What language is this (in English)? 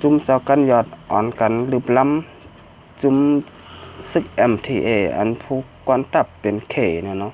Shan